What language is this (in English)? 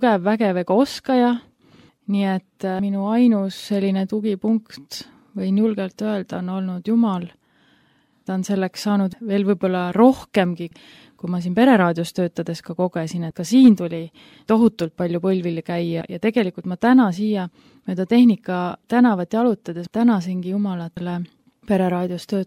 Estonian